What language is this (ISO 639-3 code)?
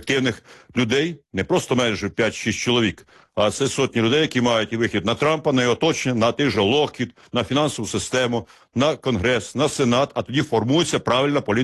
ukr